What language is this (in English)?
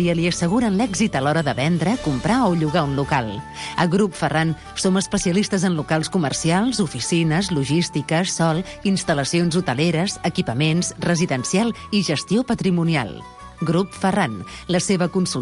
Catalan